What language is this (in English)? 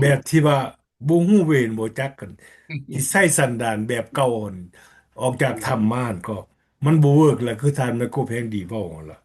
Lao